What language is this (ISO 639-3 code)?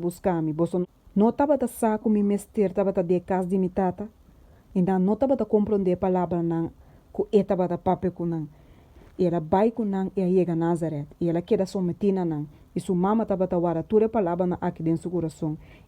pap